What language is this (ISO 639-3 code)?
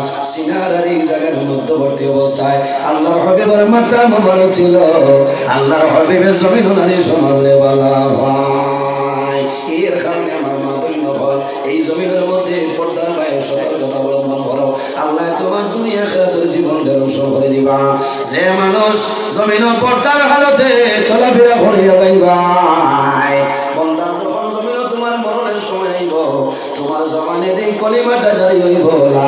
syl